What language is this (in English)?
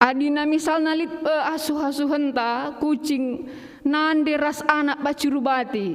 Batak Karo